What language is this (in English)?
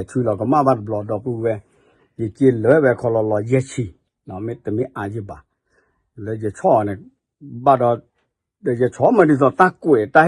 S'gaw Karen